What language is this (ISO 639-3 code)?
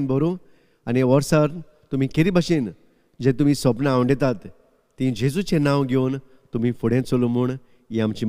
kok